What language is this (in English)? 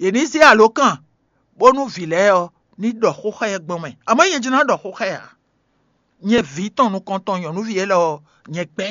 Fon